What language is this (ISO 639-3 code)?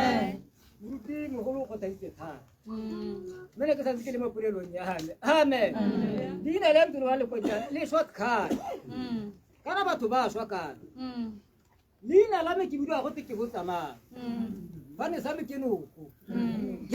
tsn